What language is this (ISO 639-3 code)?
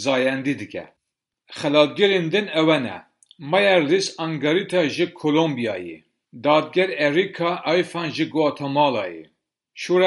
kur